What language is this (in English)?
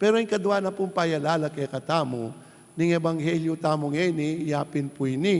Pampanga